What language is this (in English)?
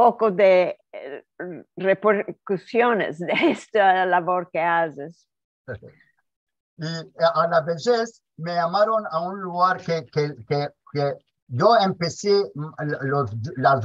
Ladino